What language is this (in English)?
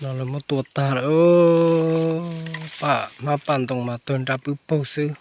Hmong